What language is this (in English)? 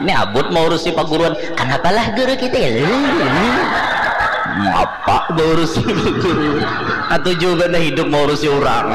Banjar